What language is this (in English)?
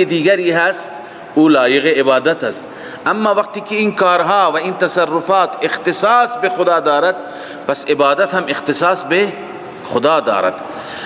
Persian